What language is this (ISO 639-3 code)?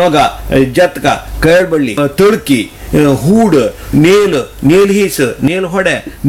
kan